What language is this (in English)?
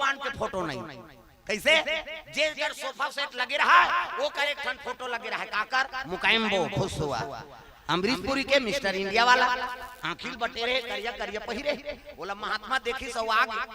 Chhattisgarhi